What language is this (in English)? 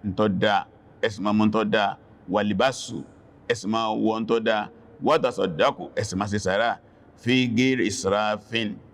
Yoruba